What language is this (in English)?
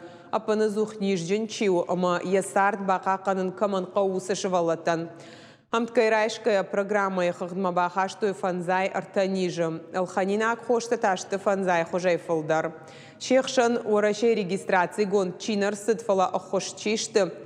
Ossetic